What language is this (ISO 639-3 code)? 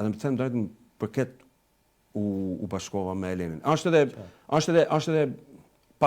sqi